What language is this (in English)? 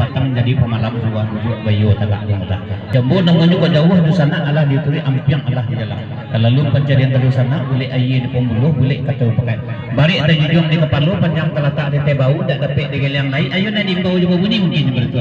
Minangkabau